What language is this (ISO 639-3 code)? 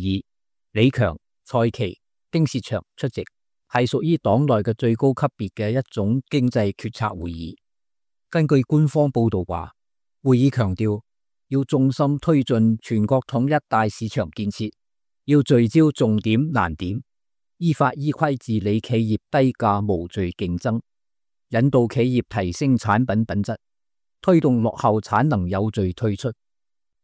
yue